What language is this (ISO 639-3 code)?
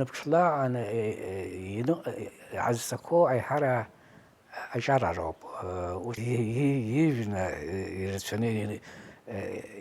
abk